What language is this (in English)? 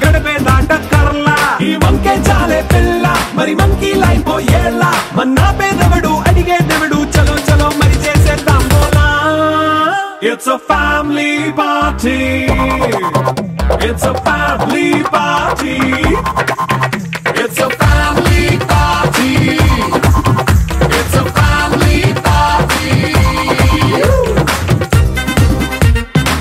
Telugu